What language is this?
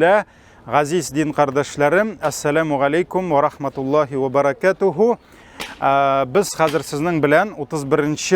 Tatar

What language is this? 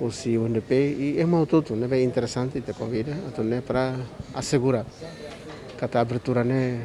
Tetum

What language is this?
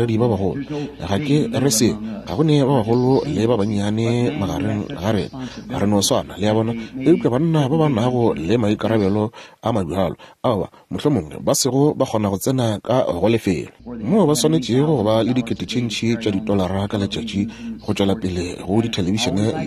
Northern Sotho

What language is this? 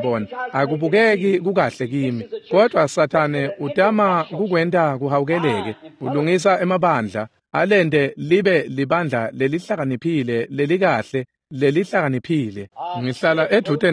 Swati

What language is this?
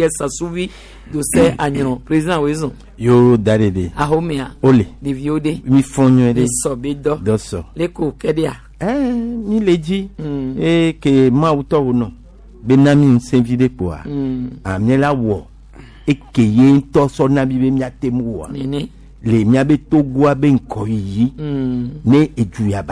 Gen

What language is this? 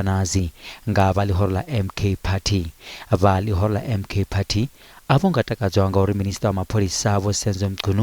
Venda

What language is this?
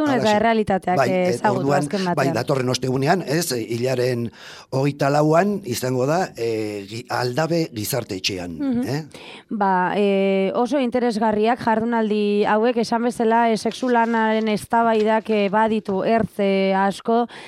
Basque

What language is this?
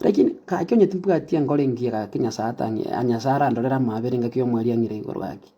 Gusii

